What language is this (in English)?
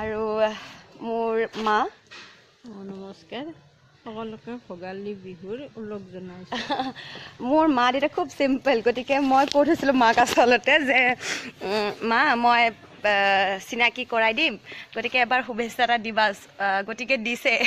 Assamese